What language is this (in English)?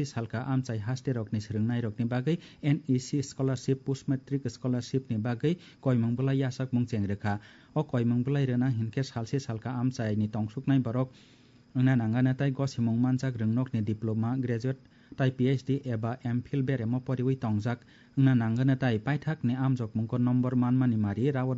Kok Borok